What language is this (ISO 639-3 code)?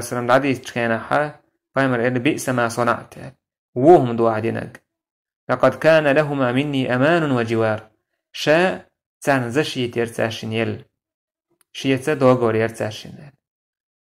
che